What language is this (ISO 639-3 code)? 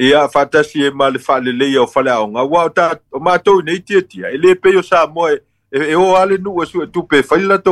smo